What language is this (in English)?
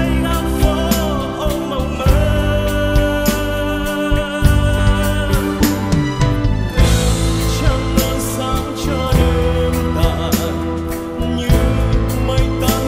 Vietnamese